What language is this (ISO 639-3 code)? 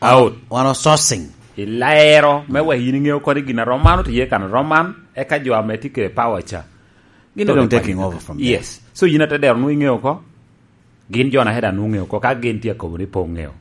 laj